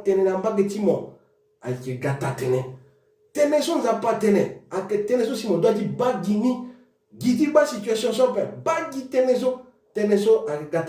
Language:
Sango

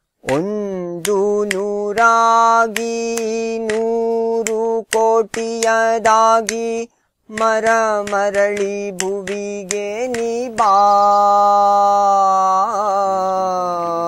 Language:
Kannada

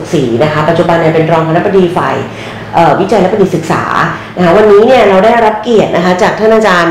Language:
Thai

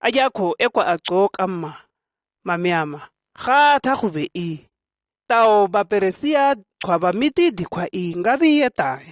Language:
Shua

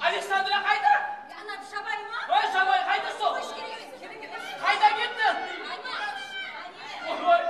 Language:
Kara-Kalpak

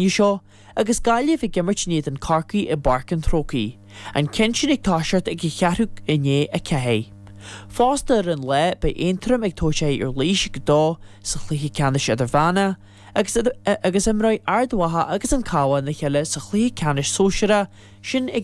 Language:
Irish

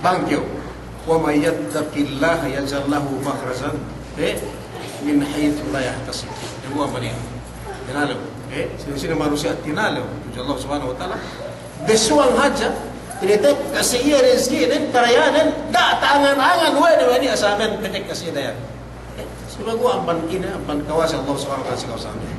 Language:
Yakan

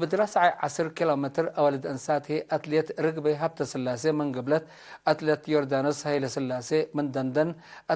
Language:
Tigre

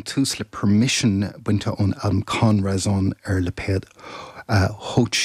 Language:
Irish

